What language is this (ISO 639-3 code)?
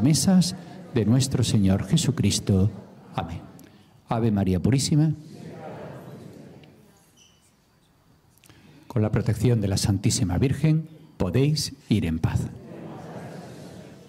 spa